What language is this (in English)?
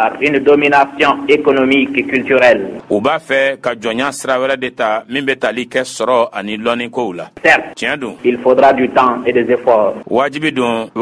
Bambara